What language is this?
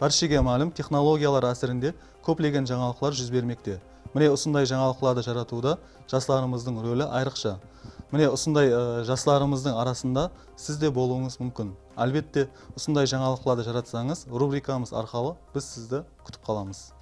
Kara-Kalpak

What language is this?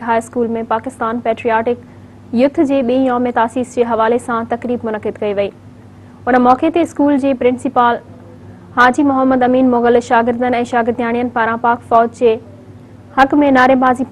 Sindhi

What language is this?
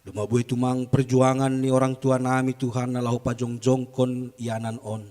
Batak Simalungun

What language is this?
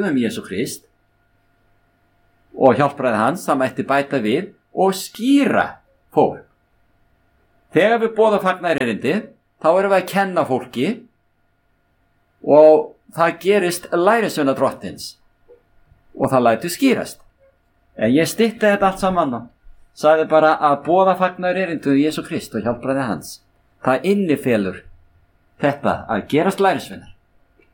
Icelandic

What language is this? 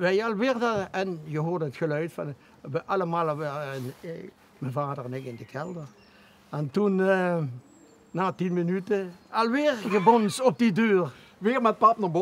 Limburgish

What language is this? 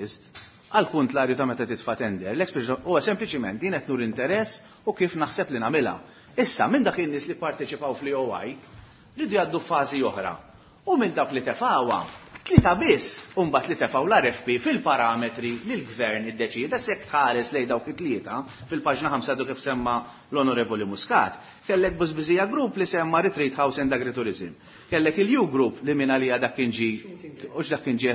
Maltese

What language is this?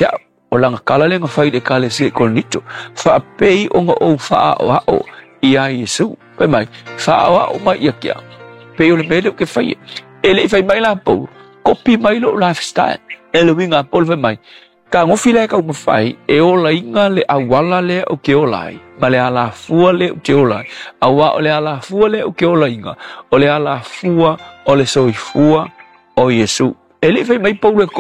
Samoan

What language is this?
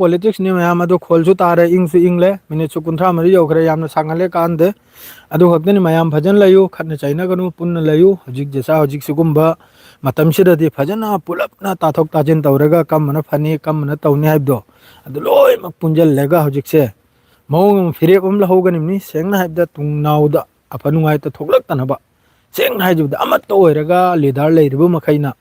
Manipuri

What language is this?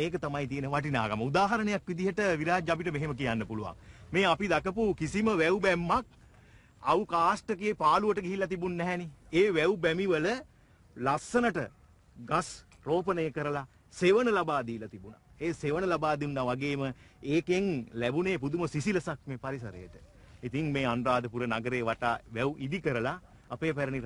Sinhala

